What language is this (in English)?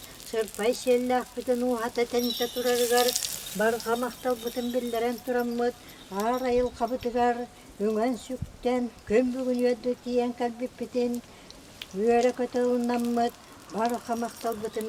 Yakut